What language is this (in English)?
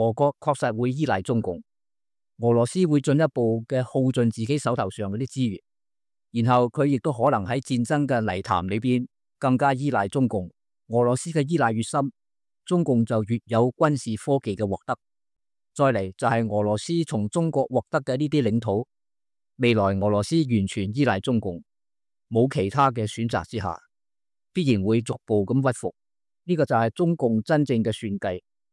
Cantonese